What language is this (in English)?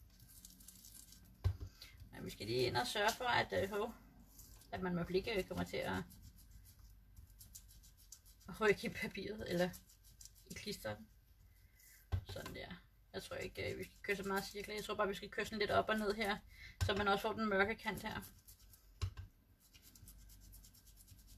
Danish